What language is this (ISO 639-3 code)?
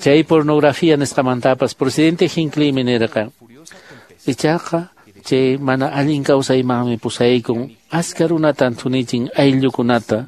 que